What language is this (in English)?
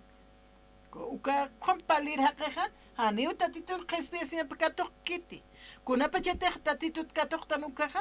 Aymara